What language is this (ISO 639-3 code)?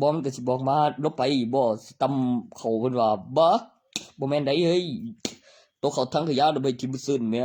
tts